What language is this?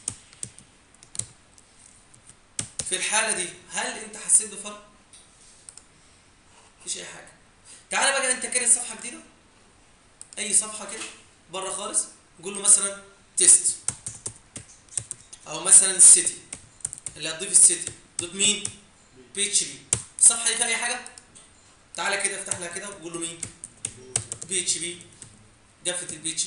Egyptian Arabic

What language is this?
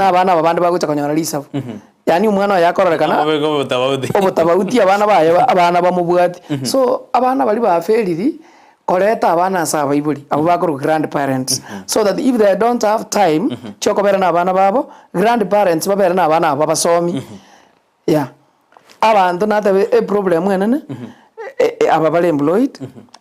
Gusii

